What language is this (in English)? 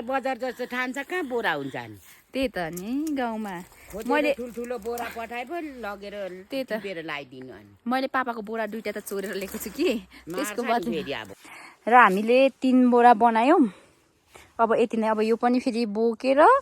Nepali